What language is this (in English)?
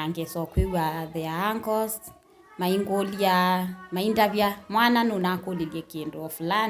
Kamba